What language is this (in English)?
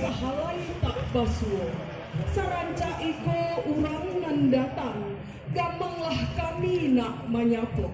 Minangkabau